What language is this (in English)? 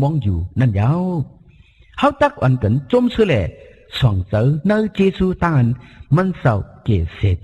Shan